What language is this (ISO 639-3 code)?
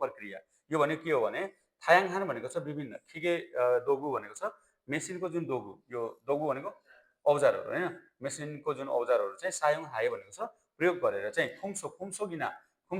nep